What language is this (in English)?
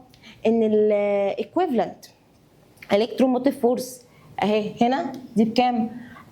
Egyptian Arabic